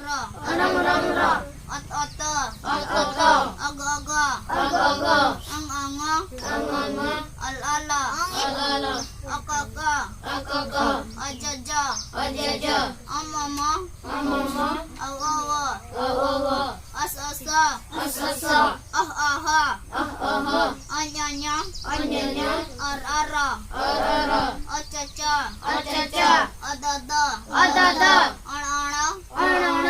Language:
Santali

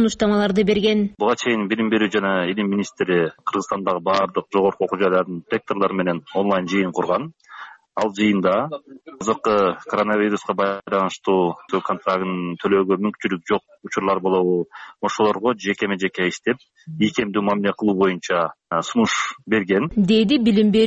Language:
Kyrgyz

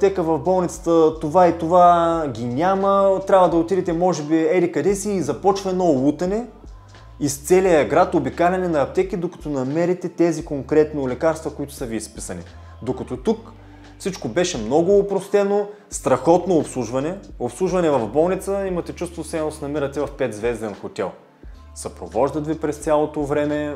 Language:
Bulgarian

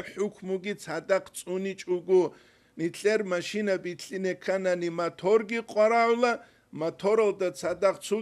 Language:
Avaric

